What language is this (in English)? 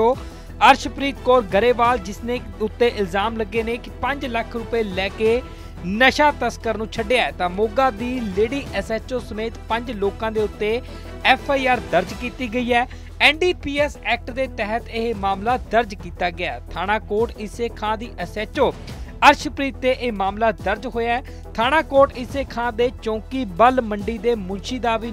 Punjabi